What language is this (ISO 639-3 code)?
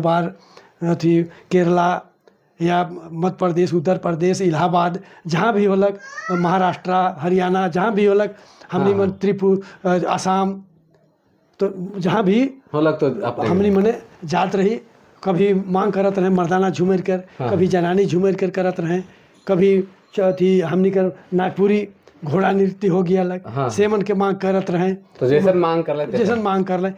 sck